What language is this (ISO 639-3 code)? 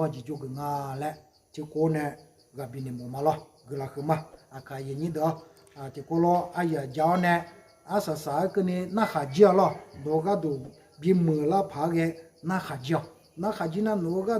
ahk